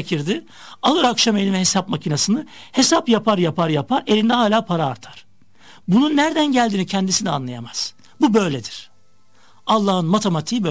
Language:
Turkish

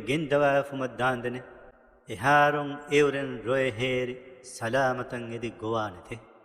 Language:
Divehi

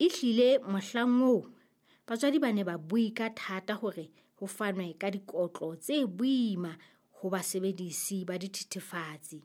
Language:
Southern Sotho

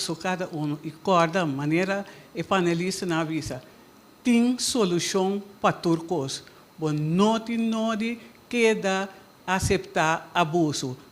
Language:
Papiamento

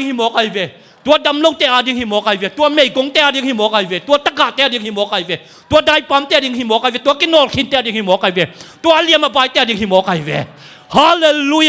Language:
Tedim Chin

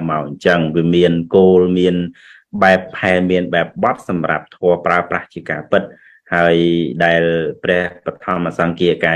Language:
Khmer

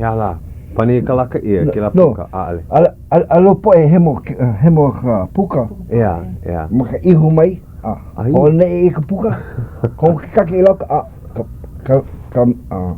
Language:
Hawaiian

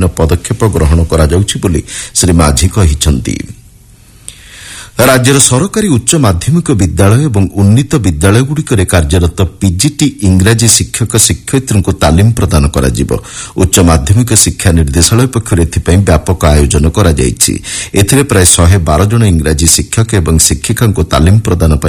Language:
Odia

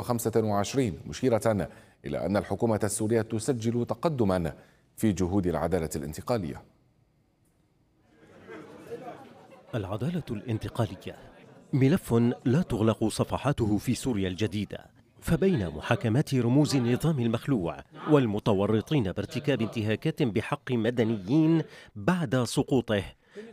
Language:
Arabic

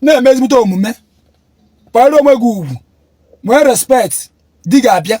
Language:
Igbo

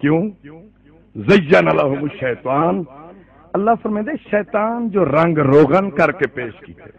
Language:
Saraiki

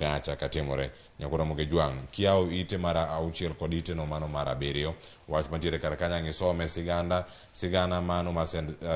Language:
Luo (Kenya and Tanzania)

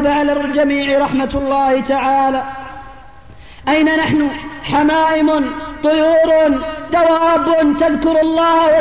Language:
Arabic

